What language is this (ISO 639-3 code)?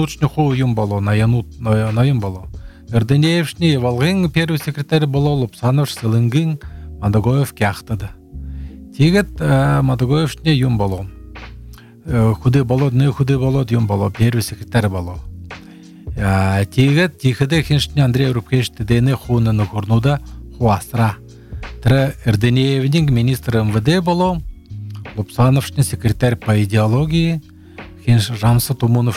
bua